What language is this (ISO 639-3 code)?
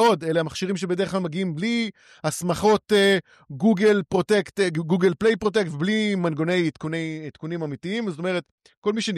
heb